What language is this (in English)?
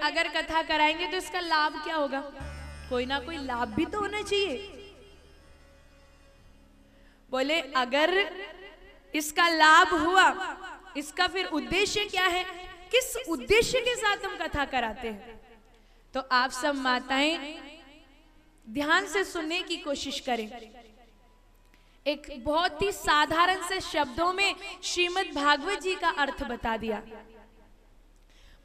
Hindi